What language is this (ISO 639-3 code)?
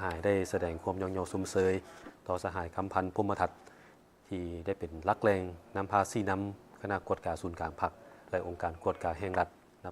lao